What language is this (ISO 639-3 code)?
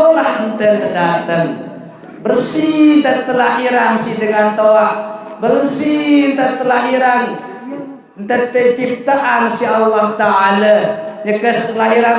sas